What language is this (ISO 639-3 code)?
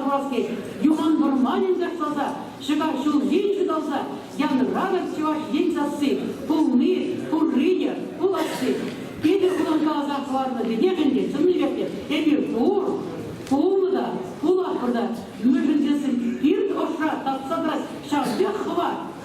chv